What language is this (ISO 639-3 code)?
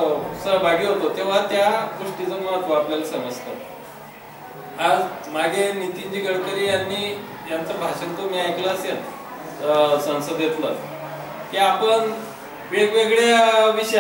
mar